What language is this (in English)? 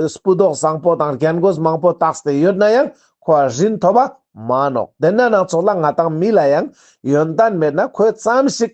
Ladakhi